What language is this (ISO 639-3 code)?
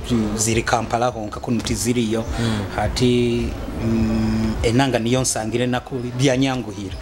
nyo